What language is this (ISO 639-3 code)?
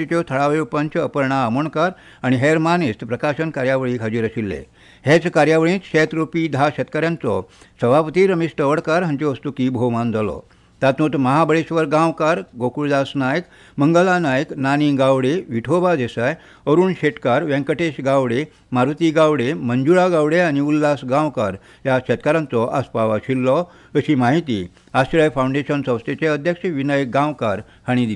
kok